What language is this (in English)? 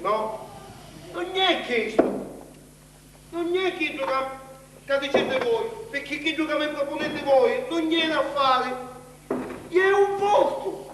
Sicilian